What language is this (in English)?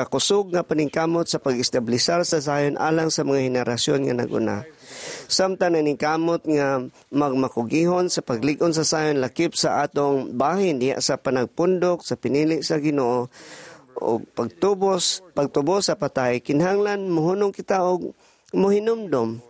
Cebuano